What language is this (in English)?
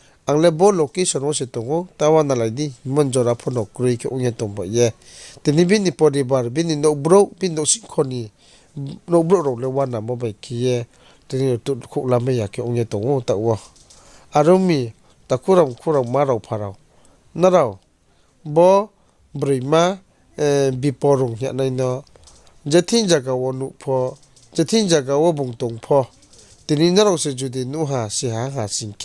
Riang (India)